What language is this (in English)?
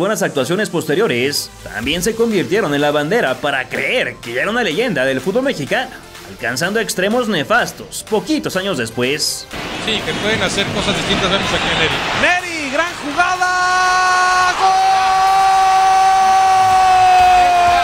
Spanish